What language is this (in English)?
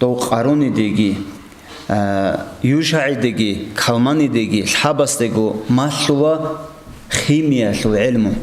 Avaric